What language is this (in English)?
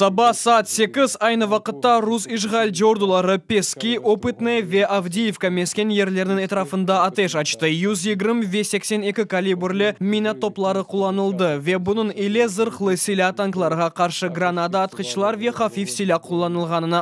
Crimean Tatar